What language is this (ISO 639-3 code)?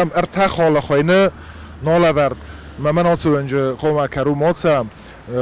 oss